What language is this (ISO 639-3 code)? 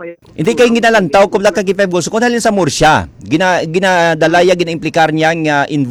hil